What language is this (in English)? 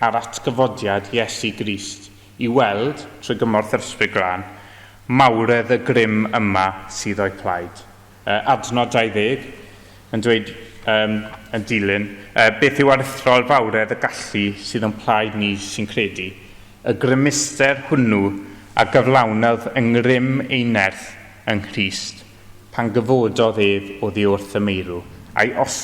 Welsh